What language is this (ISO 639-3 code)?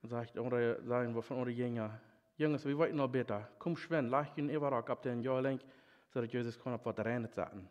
pdt